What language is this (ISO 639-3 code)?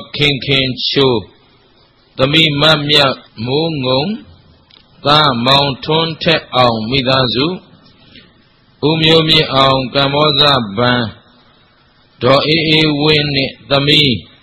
mya